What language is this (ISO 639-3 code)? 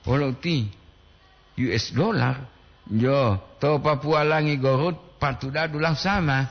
gor